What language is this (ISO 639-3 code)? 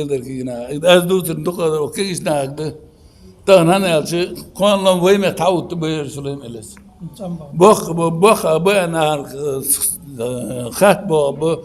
inh